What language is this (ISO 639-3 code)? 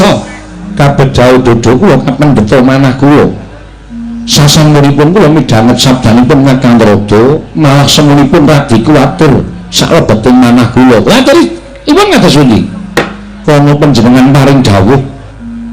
jav